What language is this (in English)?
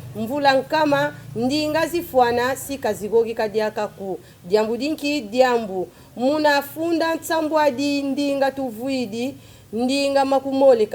Kongo